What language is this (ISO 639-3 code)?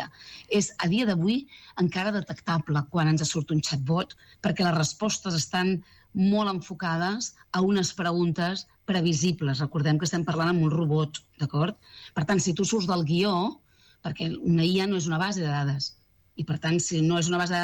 cat